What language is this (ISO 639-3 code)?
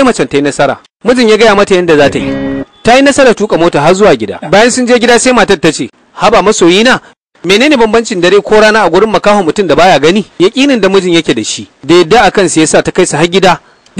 hau